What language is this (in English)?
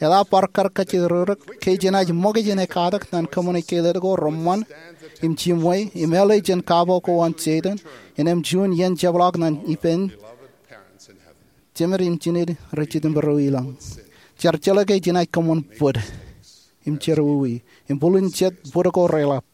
Marshallese